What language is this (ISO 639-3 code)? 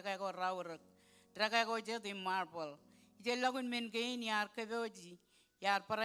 mah